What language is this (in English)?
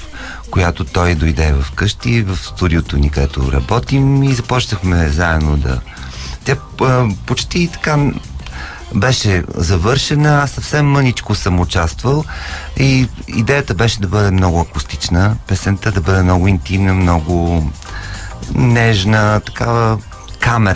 Bulgarian